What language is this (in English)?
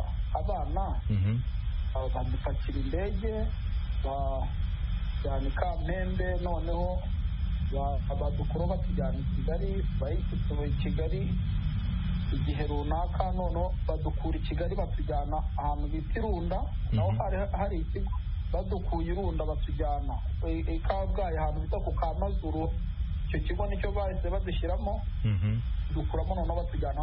Kinyarwanda